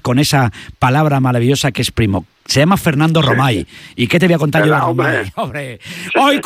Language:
Spanish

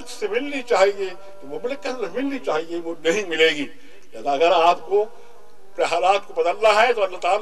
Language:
Urdu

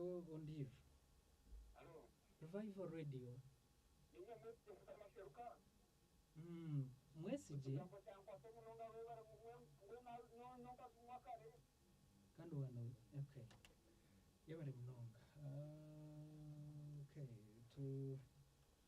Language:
Nyankole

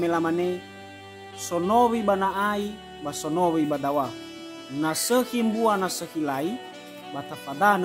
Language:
Nias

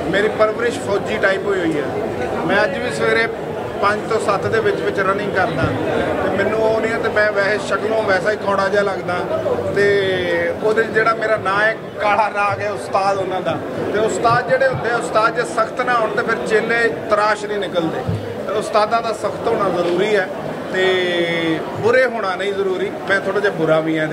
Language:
Punjabi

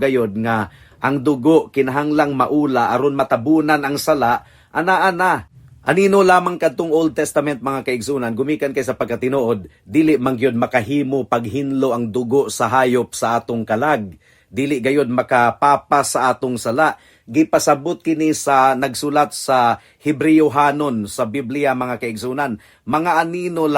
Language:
Cebuano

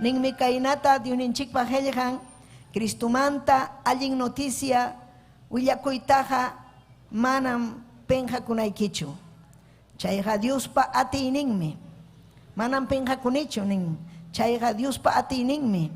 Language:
Ayacucho Quechua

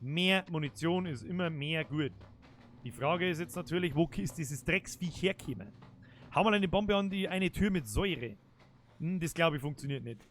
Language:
Bavarian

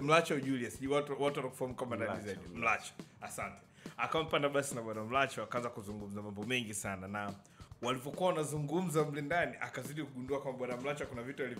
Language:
Swahili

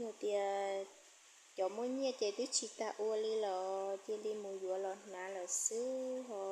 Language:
Hmong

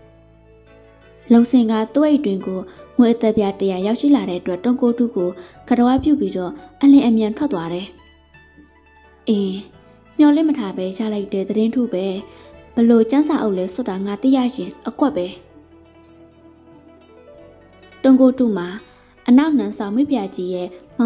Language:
Burmese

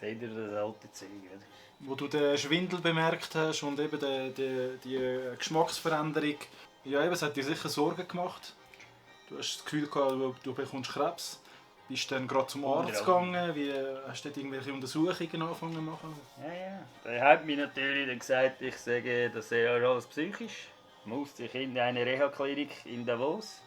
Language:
Swiss German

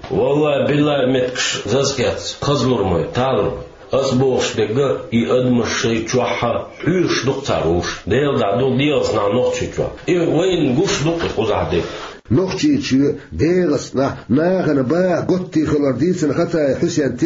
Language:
Chechen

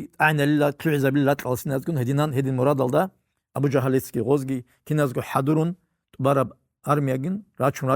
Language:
Avaric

